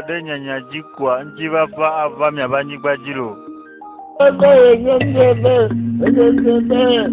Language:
Ewe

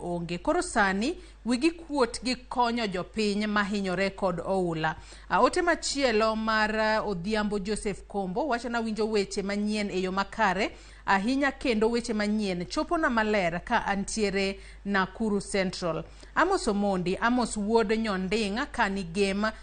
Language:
Luo (Kenya and Tanzania)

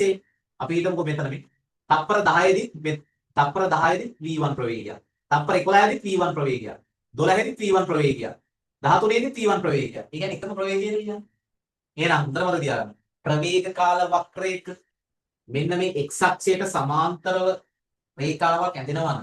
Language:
Sinhala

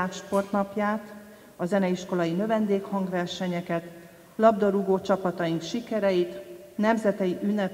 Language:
Hungarian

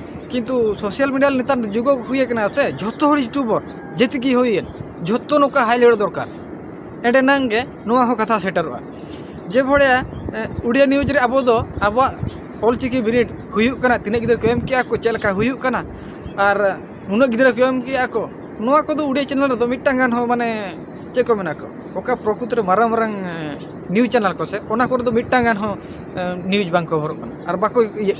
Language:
Santali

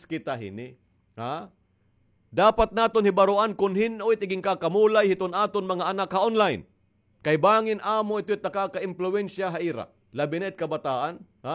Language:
Waray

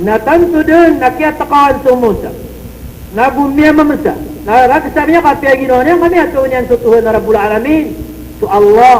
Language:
Maranao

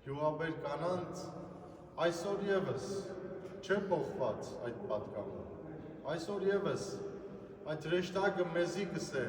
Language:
Western Armenian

